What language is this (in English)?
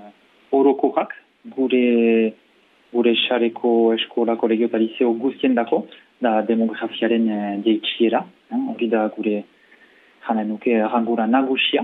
Basque